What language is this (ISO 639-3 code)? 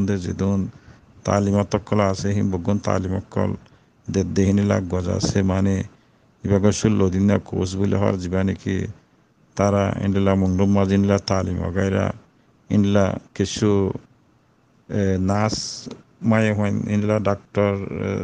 rhg